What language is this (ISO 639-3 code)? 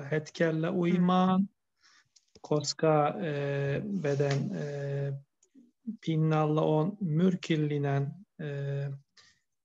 fin